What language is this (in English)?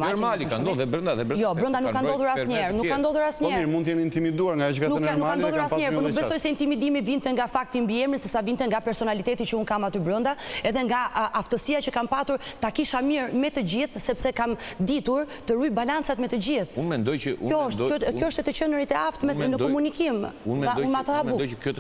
Albanian